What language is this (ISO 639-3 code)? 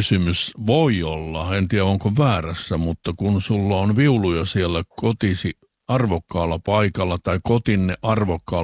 fin